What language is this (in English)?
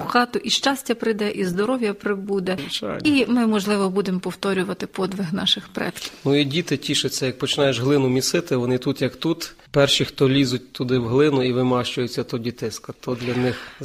Ukrainian